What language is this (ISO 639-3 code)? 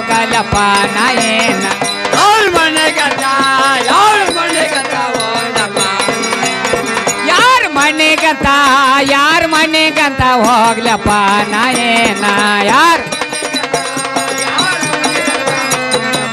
kan